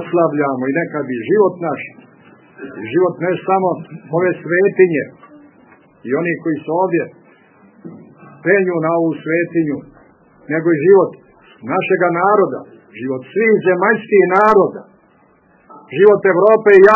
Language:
Serbian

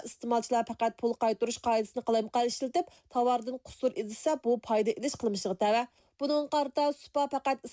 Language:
Uyghur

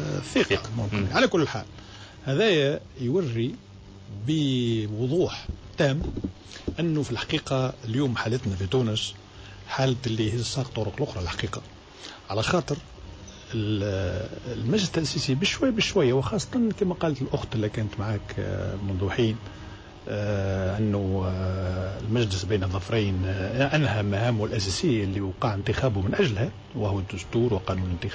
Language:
Tunisian Arabic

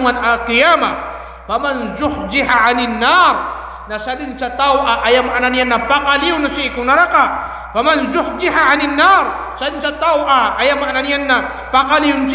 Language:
Maranao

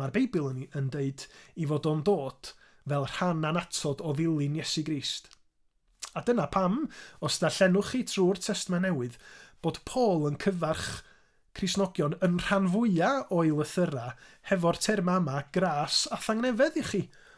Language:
Welsh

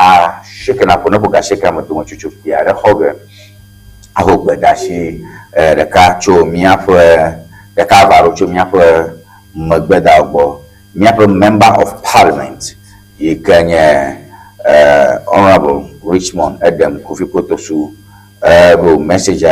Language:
Ewe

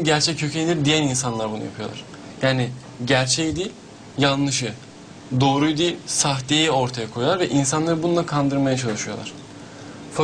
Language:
Turkish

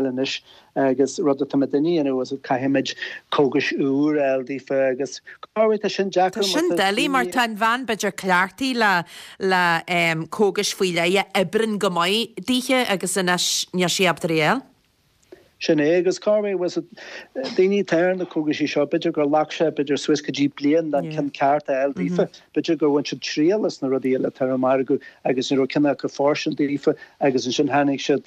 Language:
Irish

